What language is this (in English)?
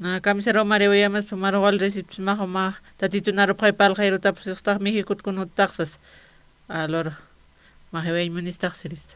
Aymara